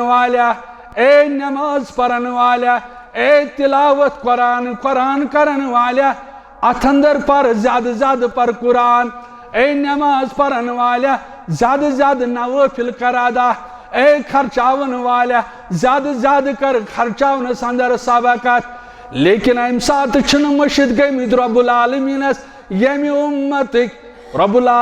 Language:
Kashmiri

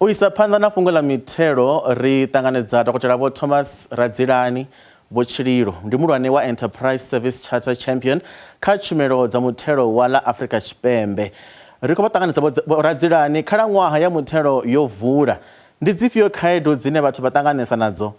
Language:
Venda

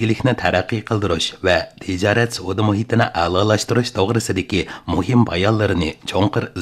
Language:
Uyghur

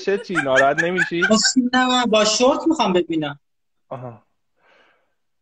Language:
Persian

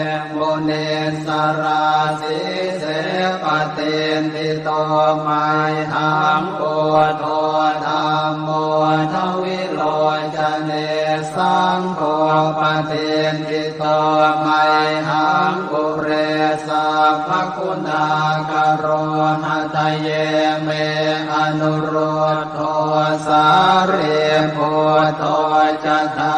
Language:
Pali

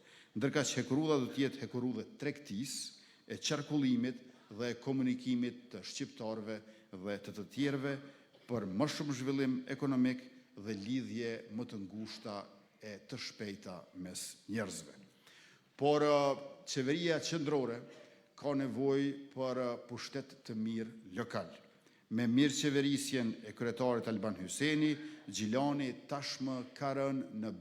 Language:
Albanian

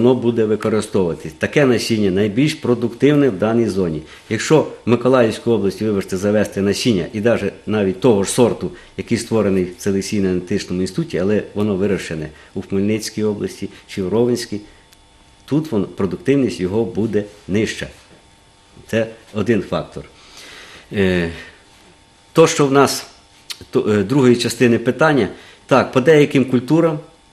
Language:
Ukrainian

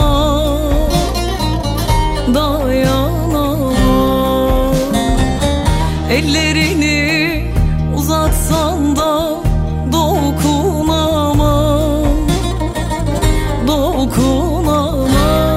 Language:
Turkish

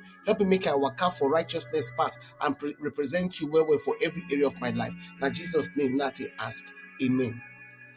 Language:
Nigerian Pidgin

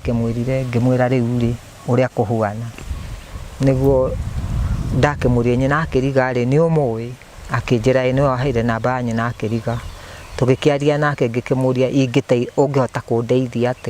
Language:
Kikuyu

